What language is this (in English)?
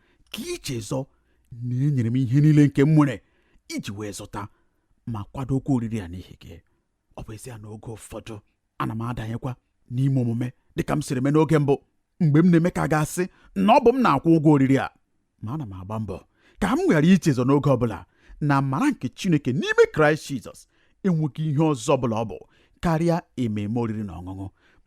Igbo